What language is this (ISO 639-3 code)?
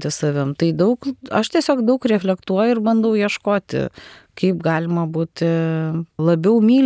lit